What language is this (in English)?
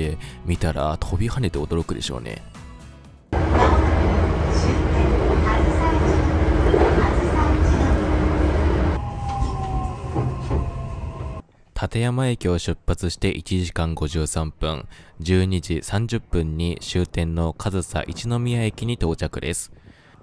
Japanese